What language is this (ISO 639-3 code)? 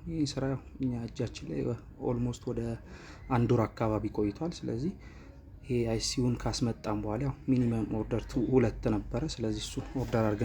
amh